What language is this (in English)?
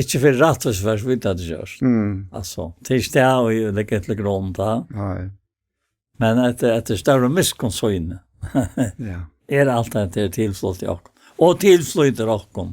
Faroese